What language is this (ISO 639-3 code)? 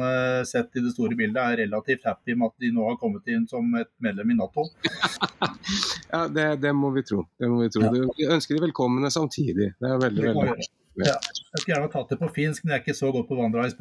nor